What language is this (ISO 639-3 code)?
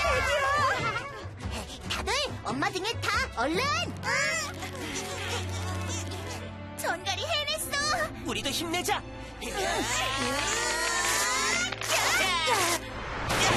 kor